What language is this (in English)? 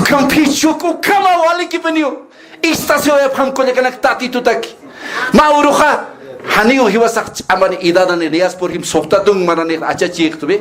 Aymara